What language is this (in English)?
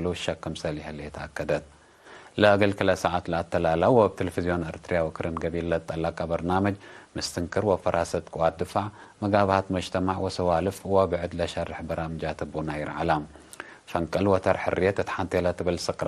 Tigre